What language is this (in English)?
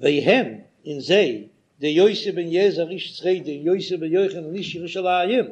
Yiddish